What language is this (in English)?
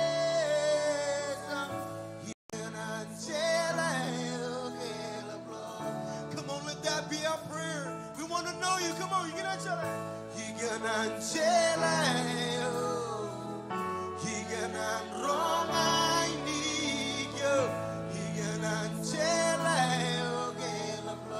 Marshallese